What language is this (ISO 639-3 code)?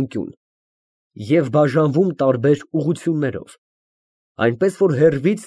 hye